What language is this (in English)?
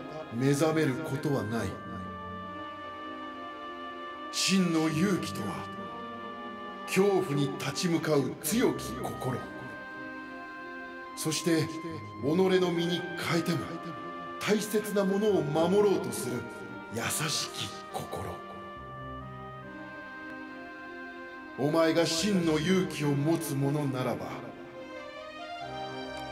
Japanese